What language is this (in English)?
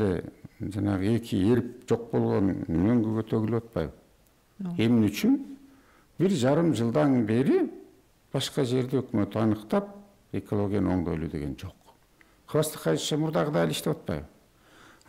Kyrgyz